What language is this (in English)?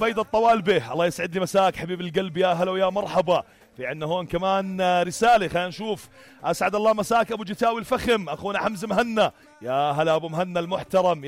North Levantine Arabic